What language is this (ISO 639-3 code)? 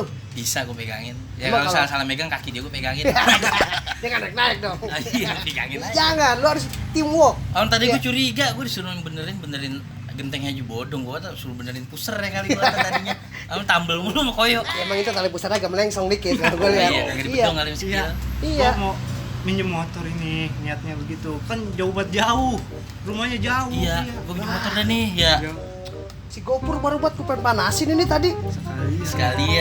bew